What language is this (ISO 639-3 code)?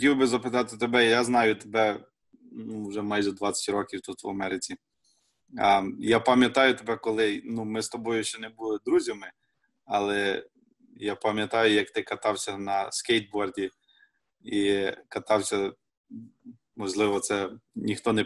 ukr